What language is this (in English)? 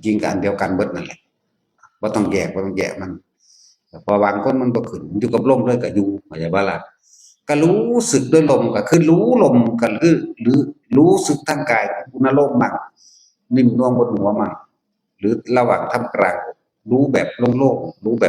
Northeastern Thai